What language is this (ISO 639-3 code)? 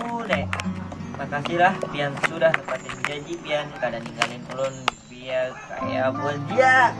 bjn